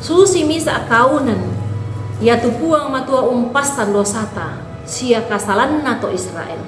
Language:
Toraja-Sa'dan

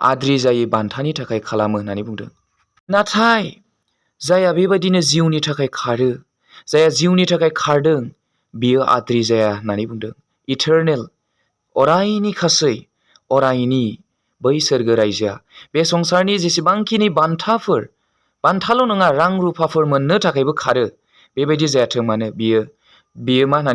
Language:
Bodo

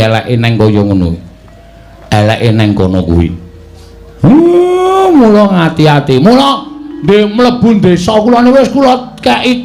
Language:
Javanese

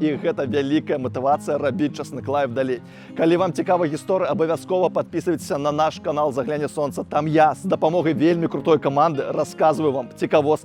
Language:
Belarusian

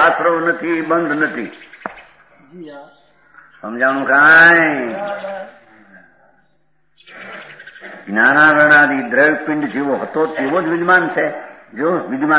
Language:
Gujarati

